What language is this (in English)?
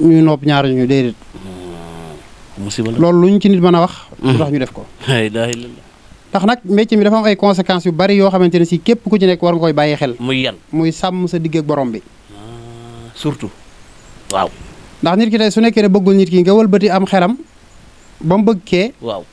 Wolof